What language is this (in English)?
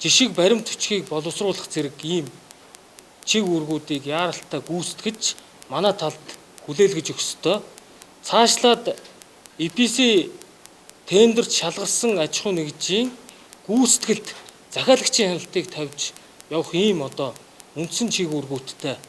Mongolian